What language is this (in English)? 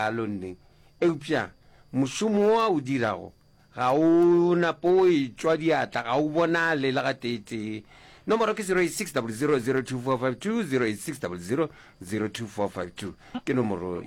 Northern Sotho